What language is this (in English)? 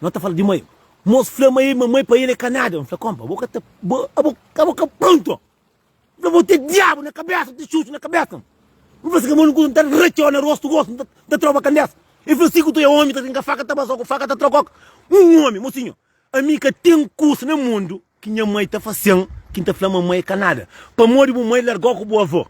Kabuverdianu